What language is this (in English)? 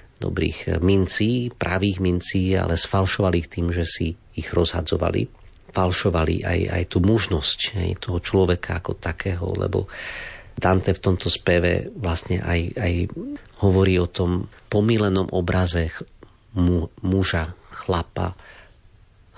Slovak